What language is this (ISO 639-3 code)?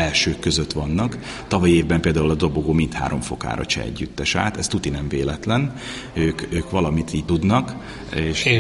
hun